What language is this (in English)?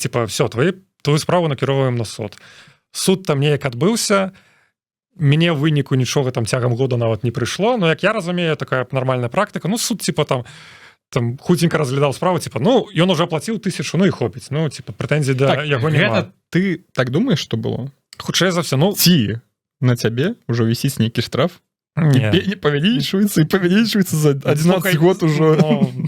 Belarusian